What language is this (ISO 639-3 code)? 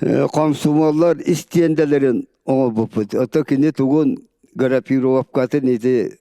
sah